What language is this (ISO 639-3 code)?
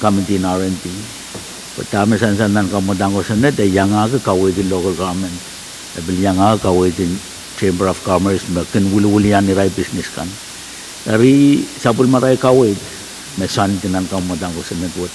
pon